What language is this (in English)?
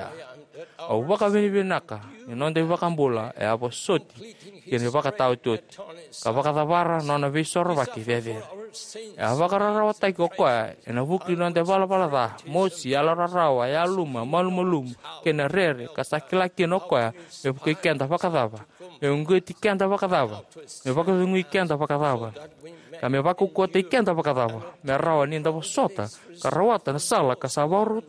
Fijian